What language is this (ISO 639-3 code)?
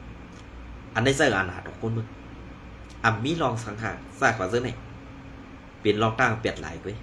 shn